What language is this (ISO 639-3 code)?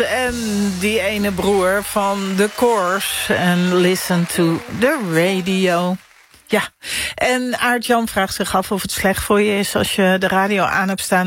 nld